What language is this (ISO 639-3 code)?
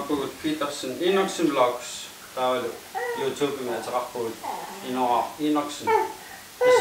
kal